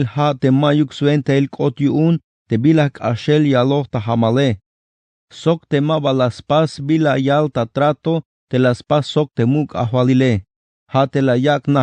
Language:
Tzeltal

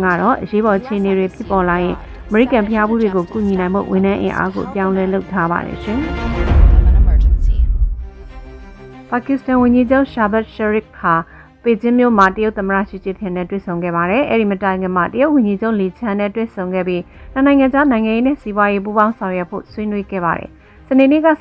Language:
Burmese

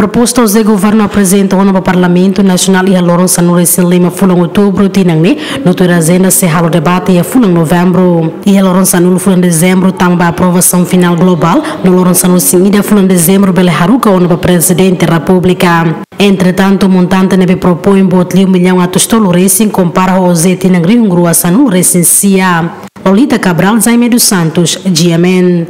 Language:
Tetum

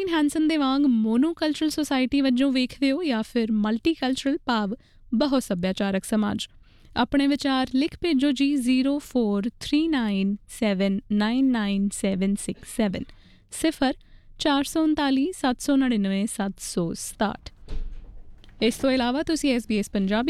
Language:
Punjabi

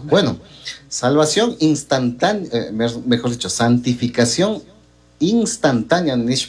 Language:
Chimborazo Highland Quichua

